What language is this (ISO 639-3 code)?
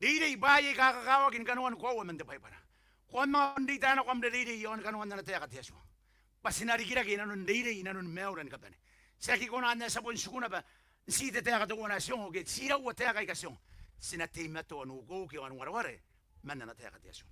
gil